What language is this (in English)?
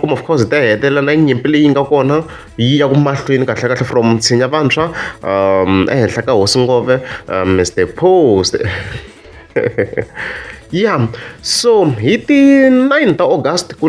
Tsonga